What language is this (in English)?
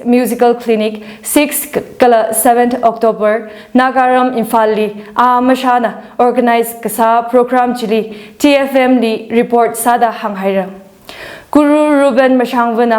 Tangkhul Naga (India)